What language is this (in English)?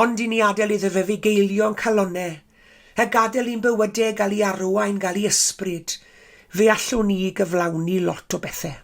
Welsh